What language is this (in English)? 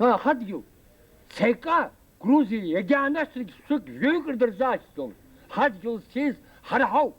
Abkhazian